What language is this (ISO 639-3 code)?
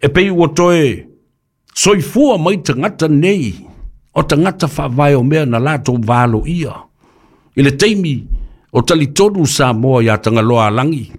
smo